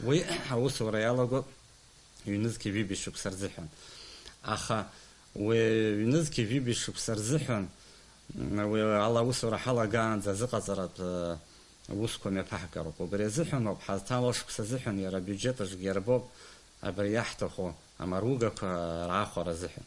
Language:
Abkhazian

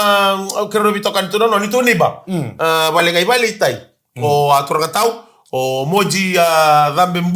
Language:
Fijian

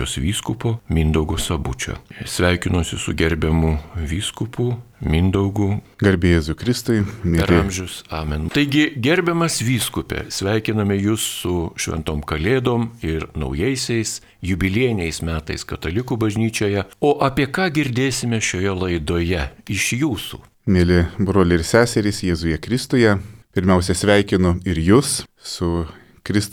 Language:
Lithuanian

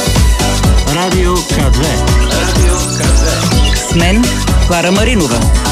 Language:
Bulgarian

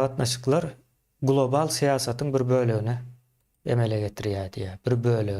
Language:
Turkmen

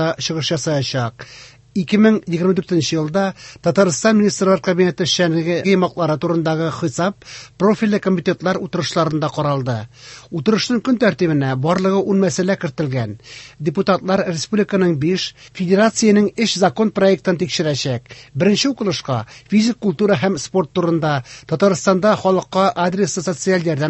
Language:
Tatar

